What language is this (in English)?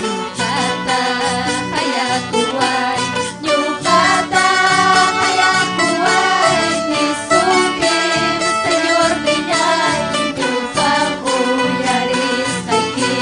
Ayacucho Quechua